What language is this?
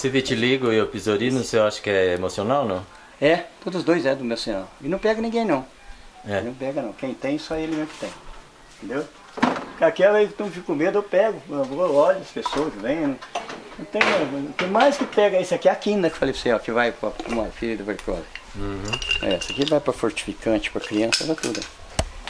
Portuguese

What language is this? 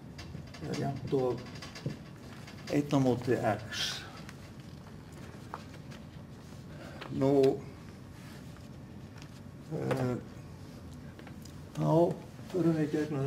Icelandic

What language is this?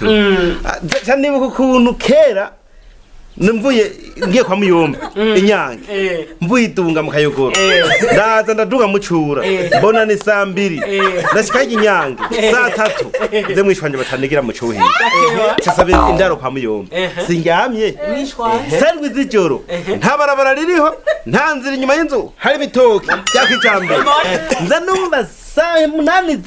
Rundi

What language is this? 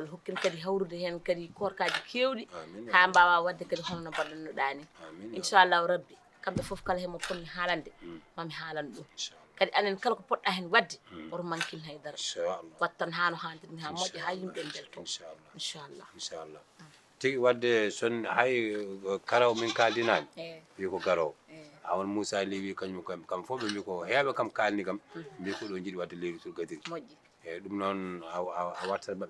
Fula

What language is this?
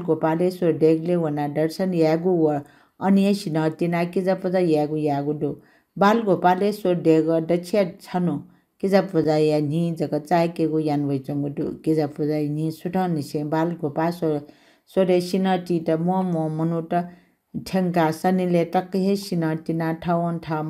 Newari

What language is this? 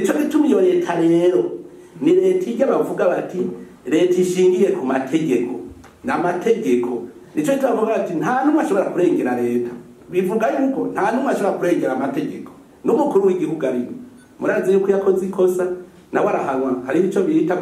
Rundi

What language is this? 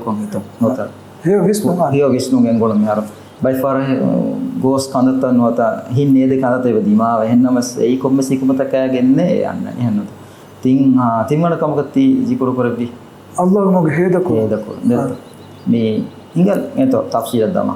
Divehi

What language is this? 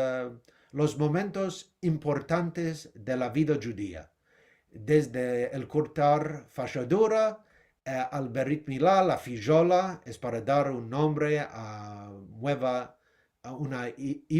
Ladino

